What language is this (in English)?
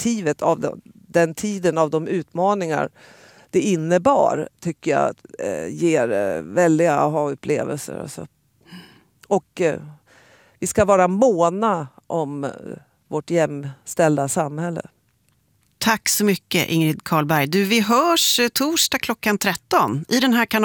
Swedish